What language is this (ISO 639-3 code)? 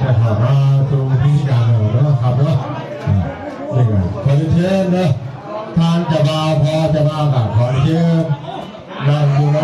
lao